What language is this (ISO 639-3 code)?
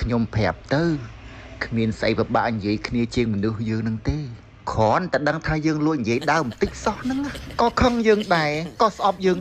khm